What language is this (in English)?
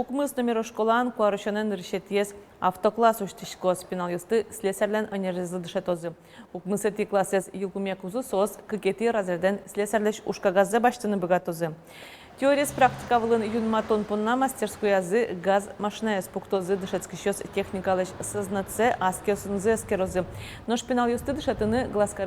Udmurt